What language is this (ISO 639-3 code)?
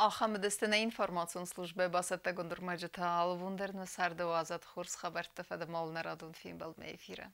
oss